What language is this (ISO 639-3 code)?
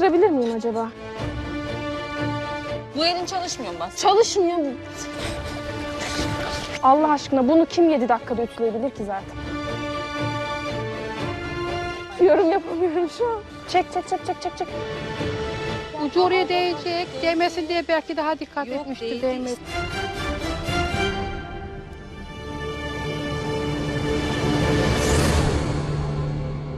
tur